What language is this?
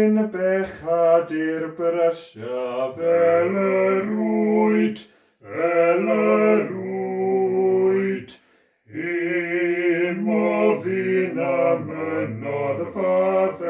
Welsh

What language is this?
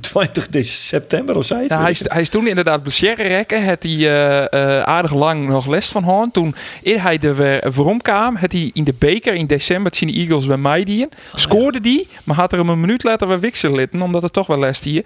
Western Frisian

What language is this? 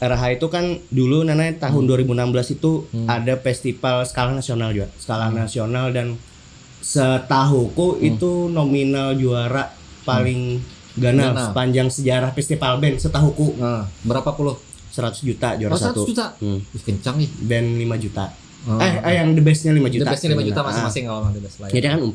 Banjar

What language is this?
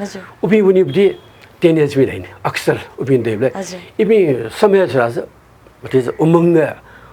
Newari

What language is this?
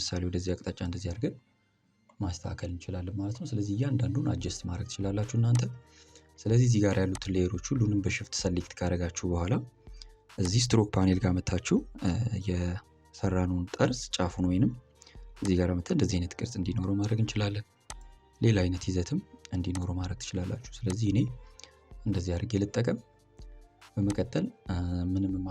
Amharic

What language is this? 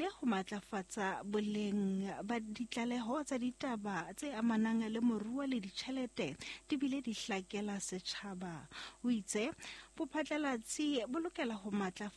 Southern Sotho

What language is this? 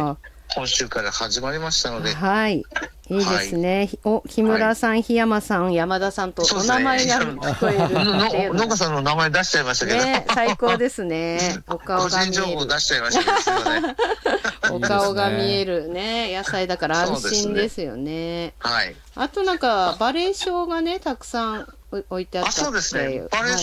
Japanese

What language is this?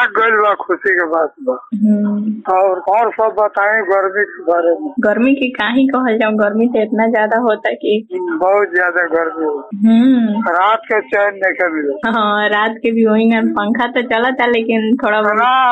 Bhojpuri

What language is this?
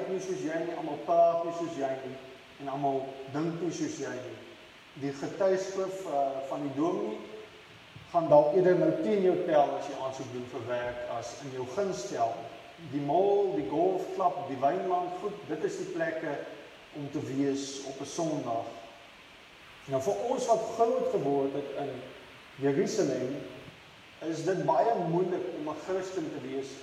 Afrikaans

